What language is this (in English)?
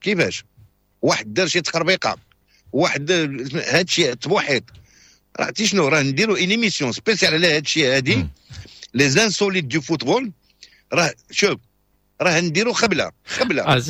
Moroccan Arabic